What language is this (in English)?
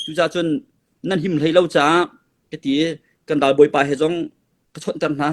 Hakha Chin